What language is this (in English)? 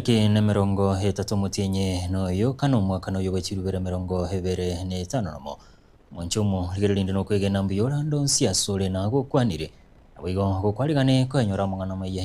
Gusii